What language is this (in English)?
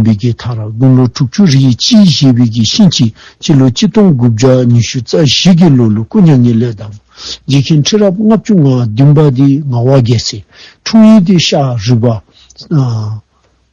Dzongkha